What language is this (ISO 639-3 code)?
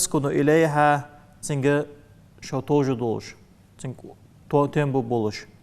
inh